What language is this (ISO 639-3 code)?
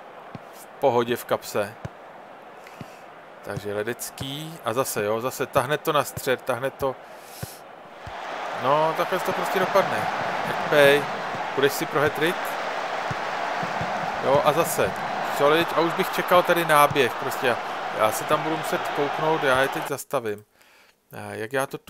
ces